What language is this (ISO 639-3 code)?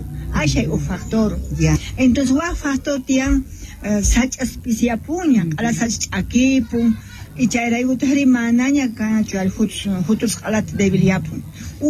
que